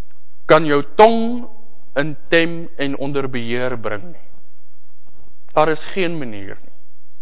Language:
Afrikaans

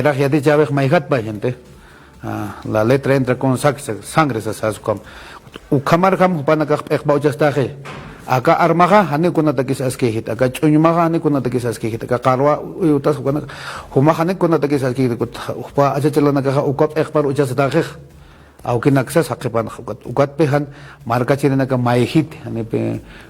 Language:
Aymara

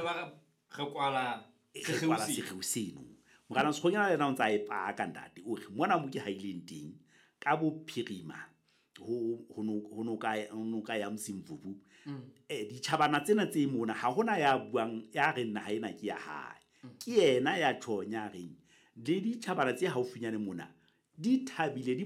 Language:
Southern Sotho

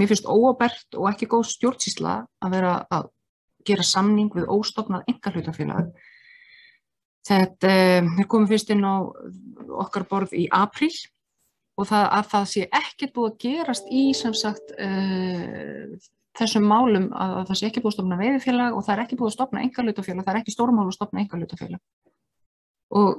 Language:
Icelandic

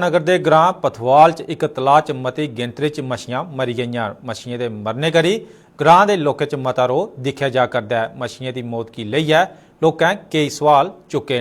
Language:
Dogri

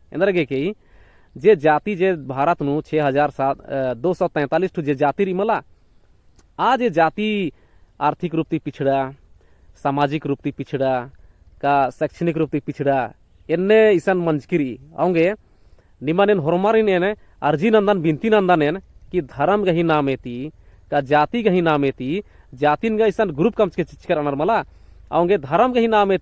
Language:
Kurukh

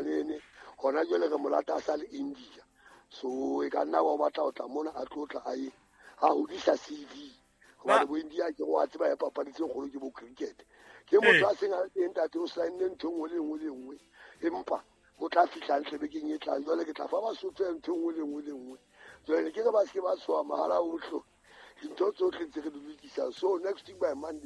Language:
Southern Sotho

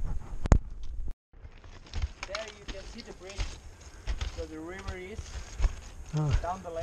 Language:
English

